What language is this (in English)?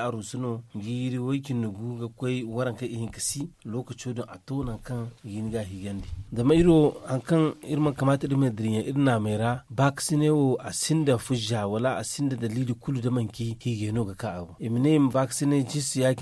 Zarma